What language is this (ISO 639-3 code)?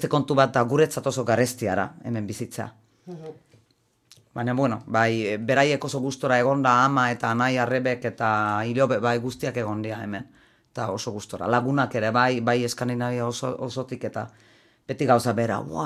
eus